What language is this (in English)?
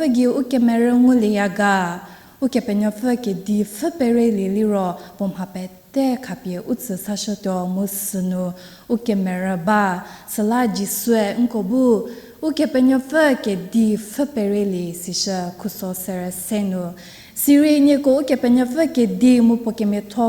Angami Naga